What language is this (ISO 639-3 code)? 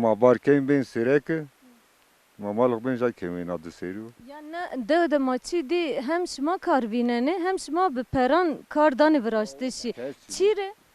zza